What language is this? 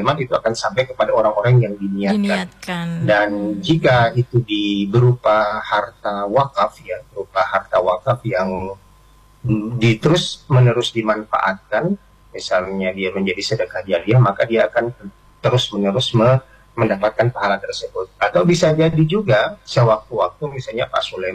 Indonesian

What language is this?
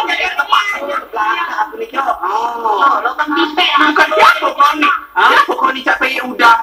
Musi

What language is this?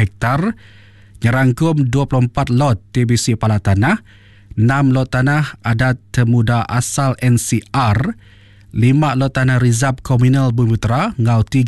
Iban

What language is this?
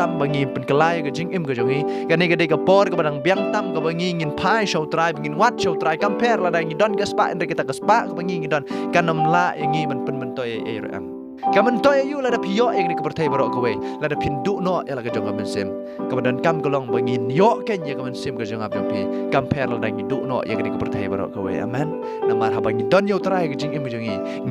Khasi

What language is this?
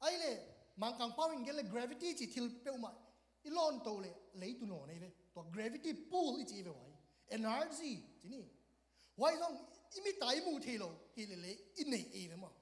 Tedim Chin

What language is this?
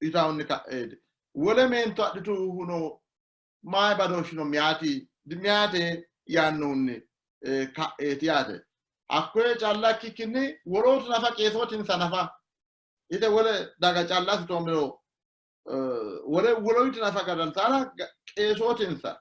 Sidamo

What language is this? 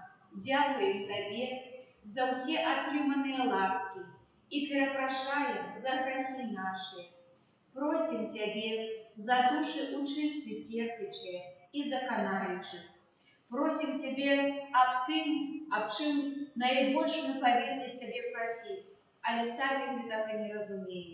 Belarusian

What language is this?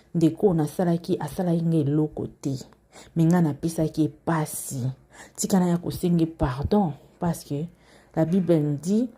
Lingala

